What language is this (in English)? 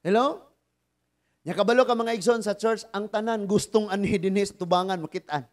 Cebuano